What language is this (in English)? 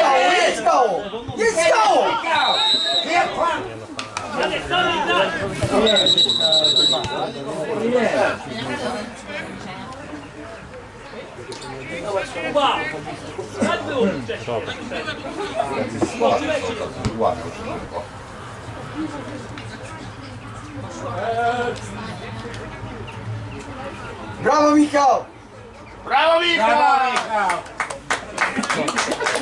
Polish